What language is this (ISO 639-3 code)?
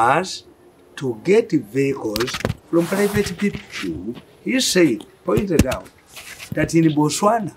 eng